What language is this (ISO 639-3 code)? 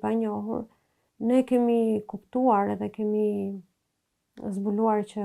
sqi